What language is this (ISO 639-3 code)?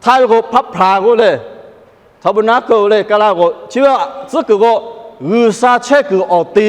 lhu